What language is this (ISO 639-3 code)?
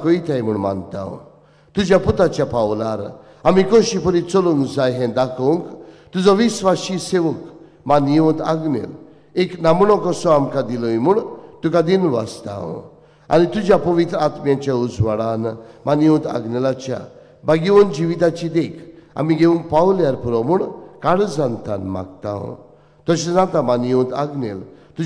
kok